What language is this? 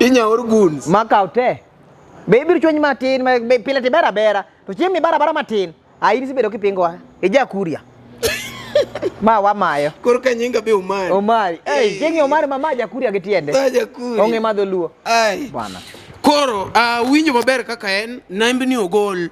Luo (Kenya and Tanzania)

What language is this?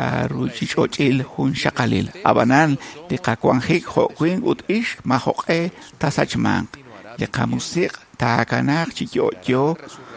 Kekchí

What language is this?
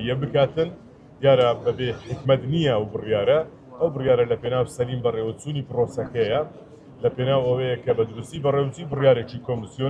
Central Kurdish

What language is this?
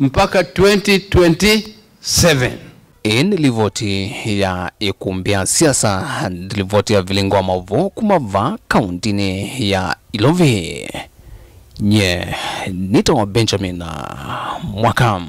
Kamba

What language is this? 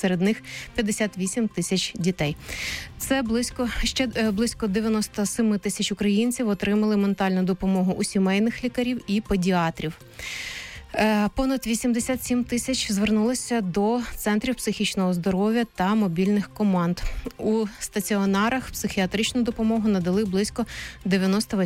Ukrainian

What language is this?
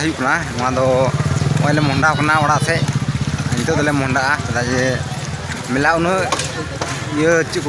Santali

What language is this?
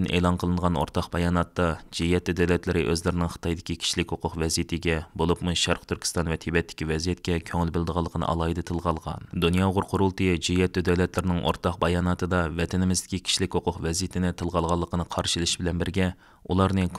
Uyghur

